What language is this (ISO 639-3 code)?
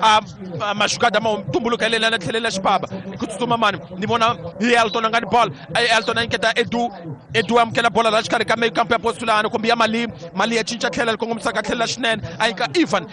tso